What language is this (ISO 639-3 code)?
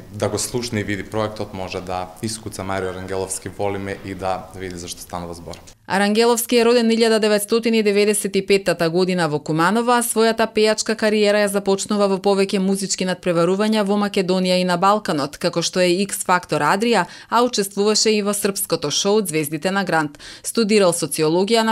mkd